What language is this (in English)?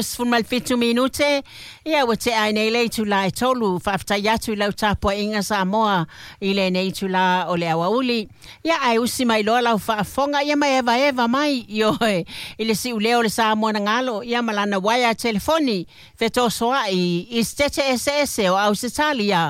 Samoan